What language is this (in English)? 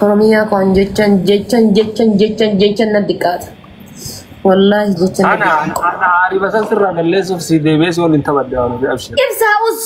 Oromo